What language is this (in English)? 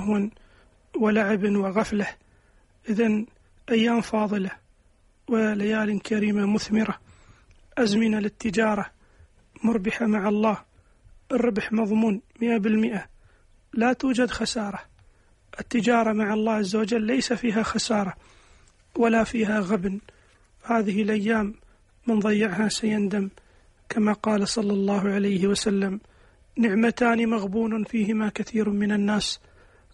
Arabic